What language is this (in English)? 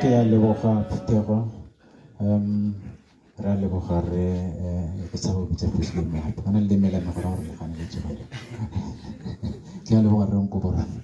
Tswana